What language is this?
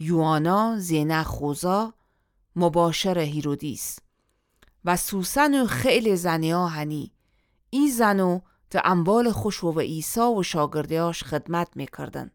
Gilaki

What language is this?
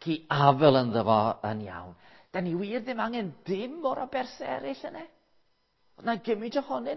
Welsh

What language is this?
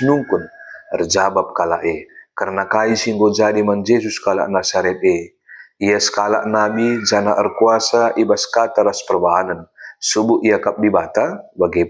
Batak Karo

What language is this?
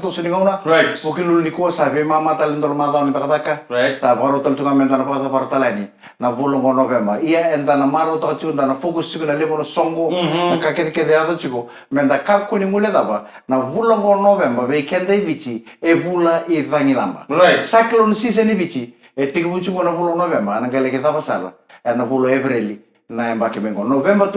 Fijian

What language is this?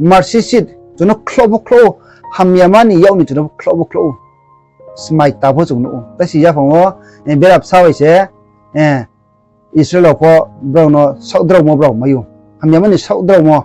Riang (India)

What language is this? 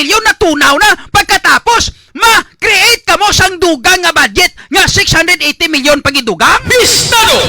Hiligaynon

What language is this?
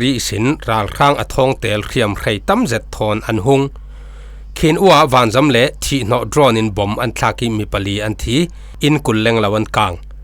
Falam Chin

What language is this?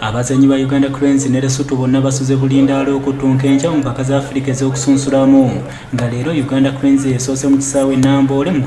Ganda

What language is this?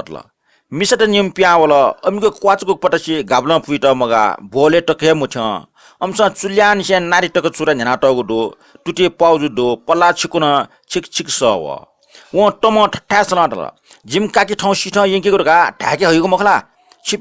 Newari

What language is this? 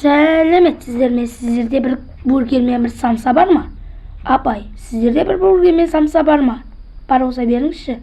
Kazakh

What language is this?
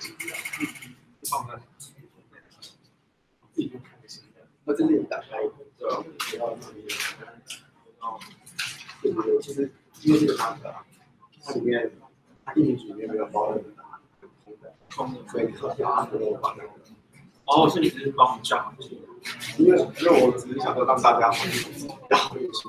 Chinese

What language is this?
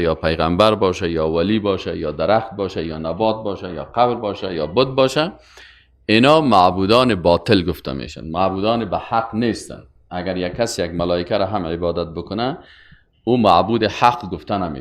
Persian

